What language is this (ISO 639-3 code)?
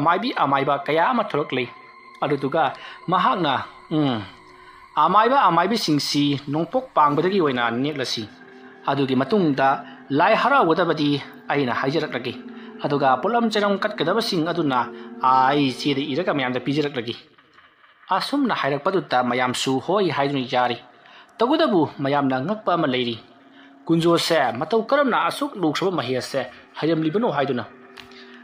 mni